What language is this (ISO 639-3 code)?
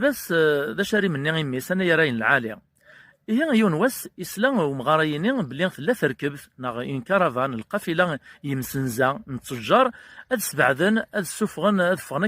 kab